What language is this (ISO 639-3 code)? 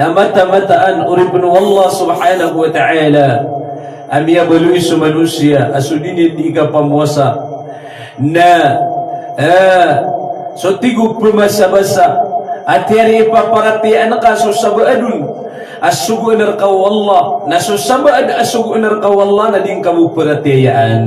mrw